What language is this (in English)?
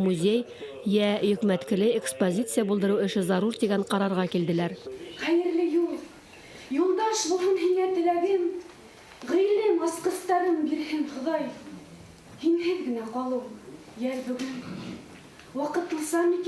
Bashkir